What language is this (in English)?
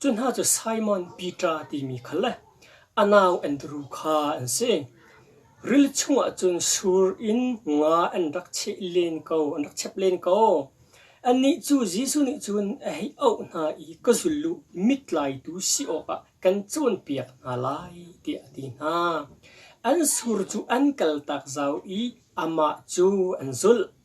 Hakha Chin